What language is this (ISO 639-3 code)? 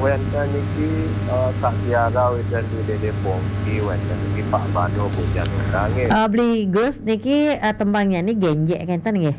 ban